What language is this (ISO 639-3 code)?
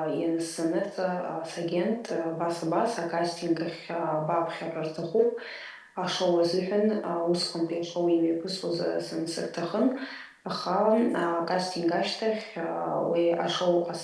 abk